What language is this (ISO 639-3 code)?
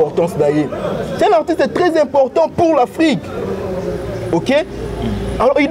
fra